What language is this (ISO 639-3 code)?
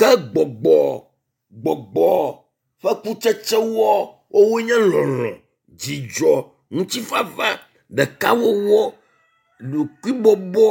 ewe